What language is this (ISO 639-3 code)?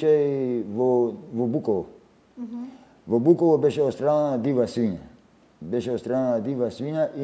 mkd